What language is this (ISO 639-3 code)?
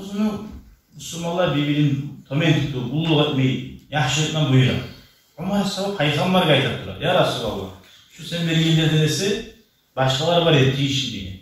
kum